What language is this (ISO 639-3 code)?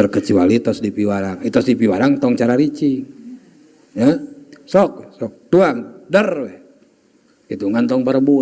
sun